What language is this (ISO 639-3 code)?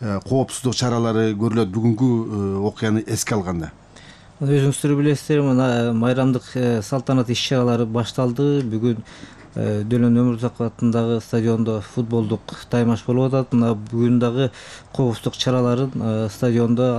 kir